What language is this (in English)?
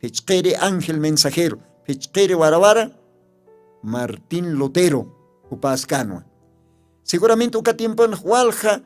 Aymara